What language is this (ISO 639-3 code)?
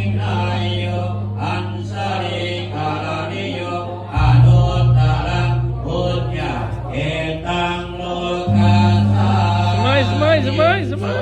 pli